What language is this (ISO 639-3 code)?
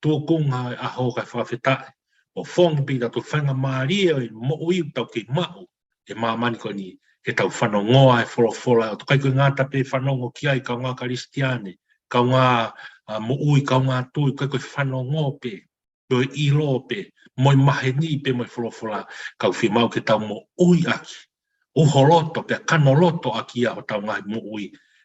ton